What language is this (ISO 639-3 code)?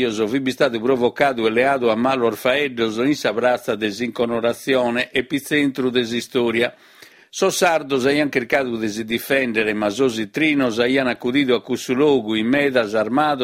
srd